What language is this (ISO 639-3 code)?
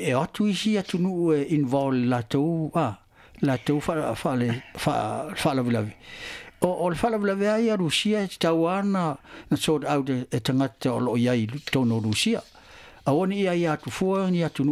smo